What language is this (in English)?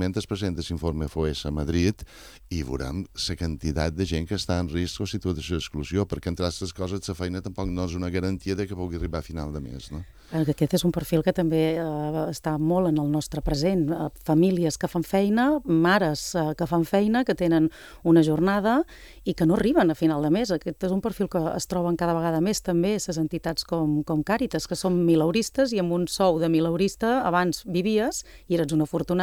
Catalan